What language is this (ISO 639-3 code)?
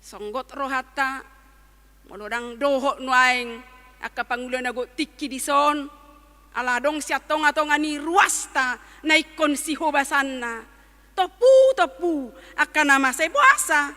bbc